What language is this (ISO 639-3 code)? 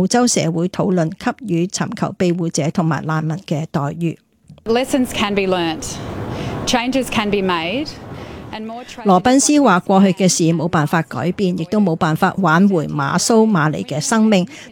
yue